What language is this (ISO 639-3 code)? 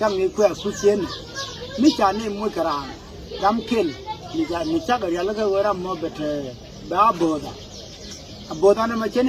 nus